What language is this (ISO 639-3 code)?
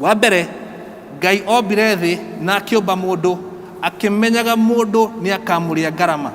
kik